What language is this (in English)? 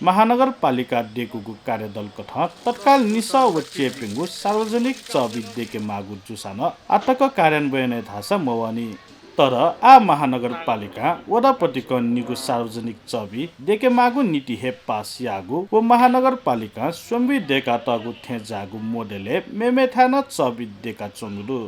Newari